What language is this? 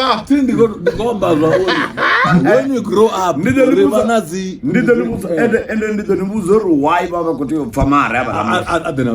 Venda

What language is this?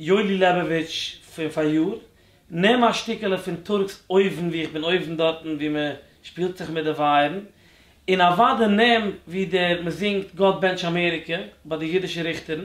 Yiddish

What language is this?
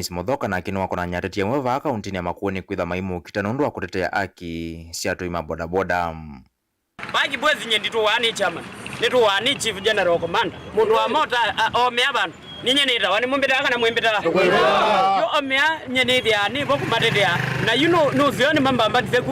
Kamba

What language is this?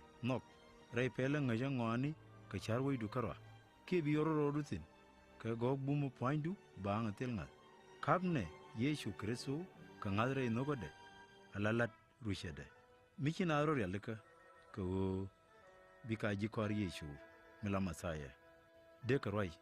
Nuer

